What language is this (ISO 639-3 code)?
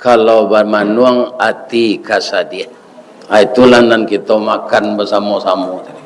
min